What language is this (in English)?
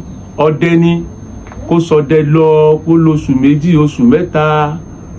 Yoruba